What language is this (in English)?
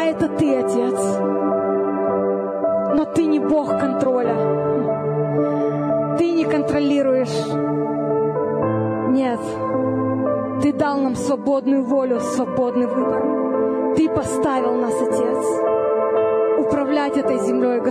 Russian